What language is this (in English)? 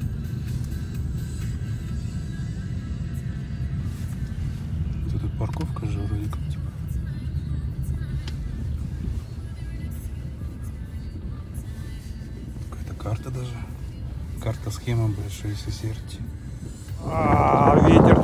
Russian